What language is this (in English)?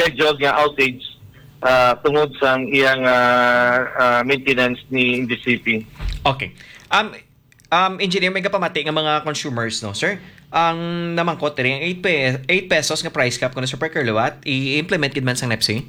Hiligaynon